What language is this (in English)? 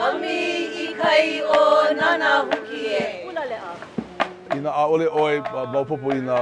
Hawaiian